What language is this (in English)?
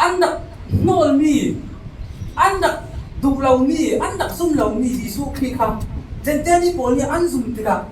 Falam Chin